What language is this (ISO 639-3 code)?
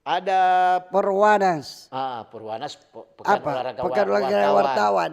xmm